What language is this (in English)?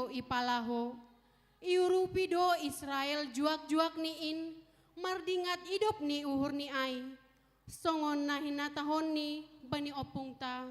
Batak Simalungun